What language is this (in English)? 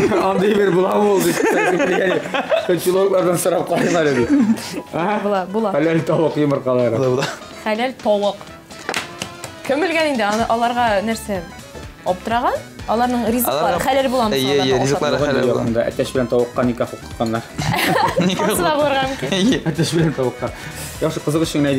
Tatar